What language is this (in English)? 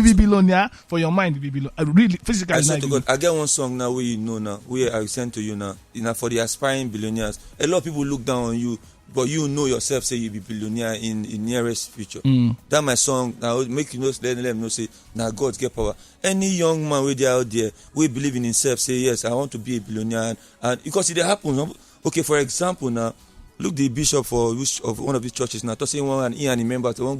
Nigerian Pidgin